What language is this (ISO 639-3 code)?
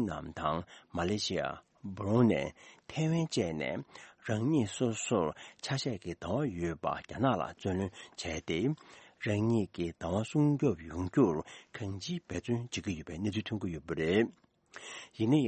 bod